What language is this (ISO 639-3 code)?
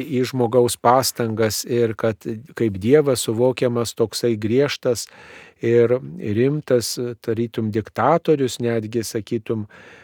lit